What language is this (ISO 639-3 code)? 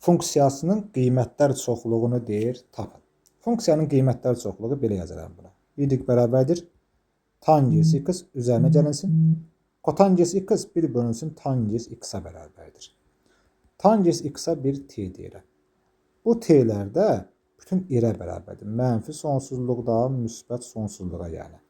aze